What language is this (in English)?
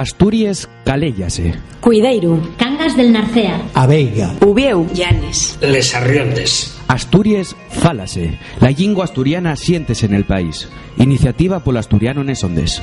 Asturian